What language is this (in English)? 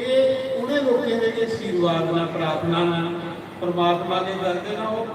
Dogri